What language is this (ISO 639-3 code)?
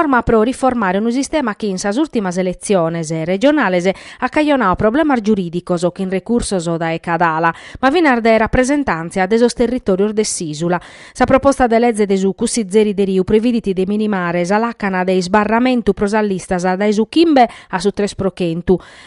srd